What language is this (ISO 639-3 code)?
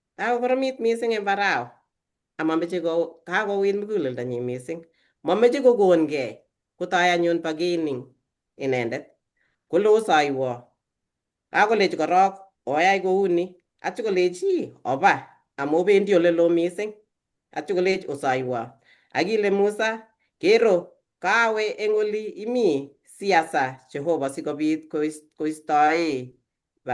kln